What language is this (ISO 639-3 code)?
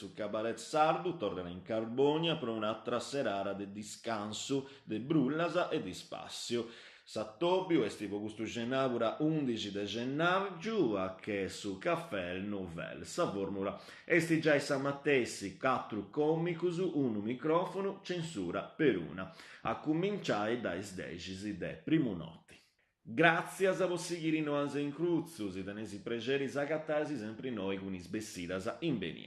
srd